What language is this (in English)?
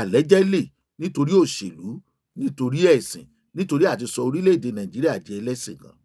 Yoruba